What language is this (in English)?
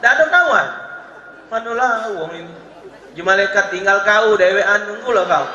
Musi